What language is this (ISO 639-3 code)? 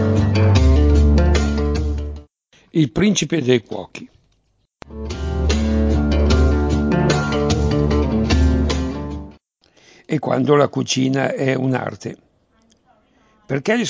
ita